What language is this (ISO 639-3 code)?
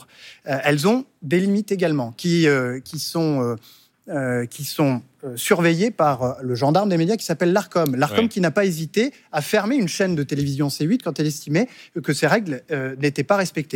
fra